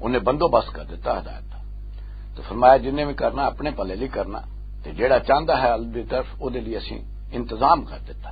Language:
Western Panjabi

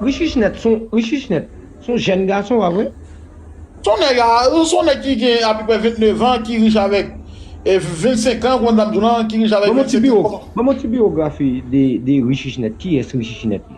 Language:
Haitian Creole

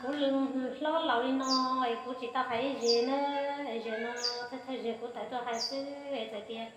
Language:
Hmong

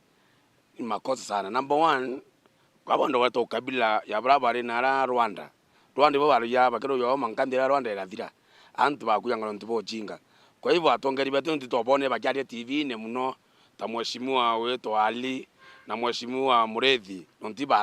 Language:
Meru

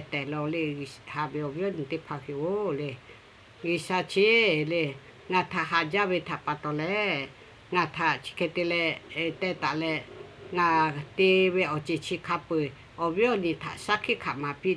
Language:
Lahu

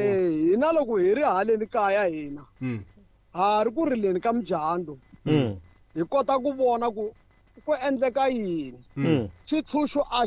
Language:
Tsonga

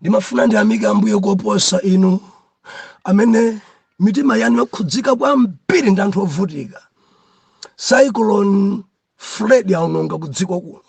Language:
Nyanja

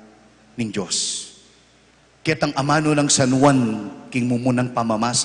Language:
Pampanga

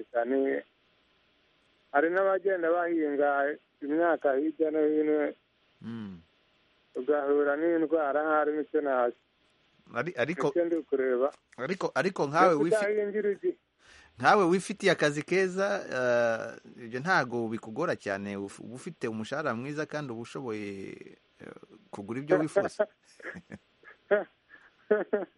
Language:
Kinyarwanda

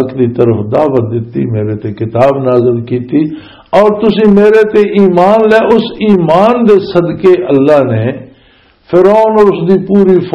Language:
Western Panjabi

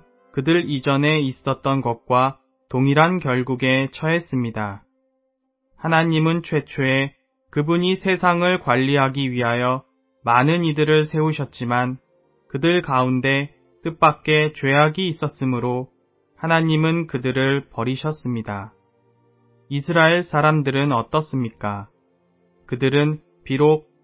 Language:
Korean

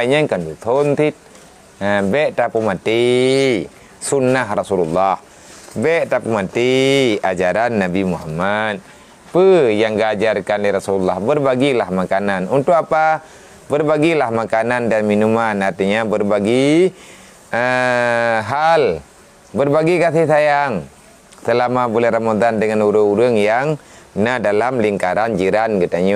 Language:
Malay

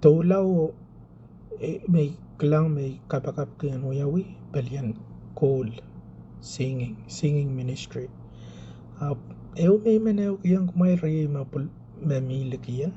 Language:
Pohnpeian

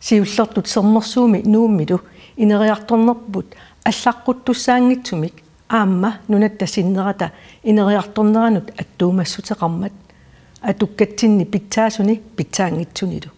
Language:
Kalaallisut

